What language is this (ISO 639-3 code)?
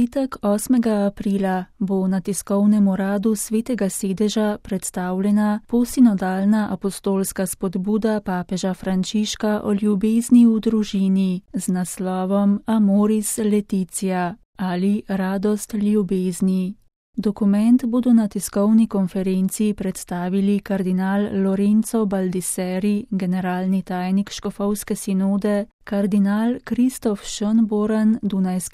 slv